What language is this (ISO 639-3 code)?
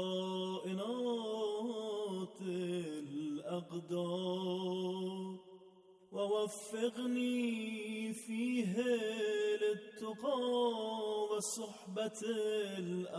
sqi